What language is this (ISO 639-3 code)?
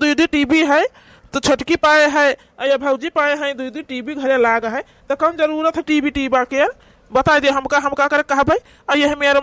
awa